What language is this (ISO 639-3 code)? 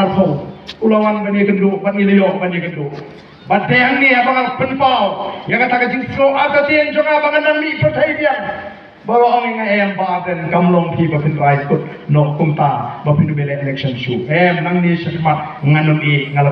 kha